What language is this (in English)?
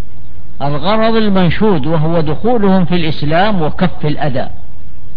Arabic